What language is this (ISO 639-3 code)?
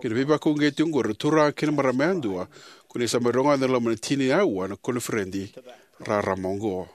fij